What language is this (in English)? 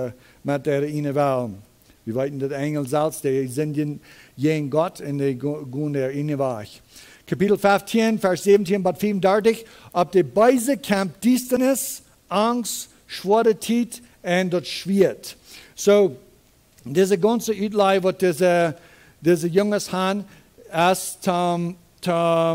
Plautdietsch